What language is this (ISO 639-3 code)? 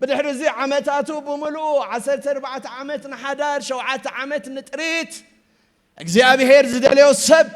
tir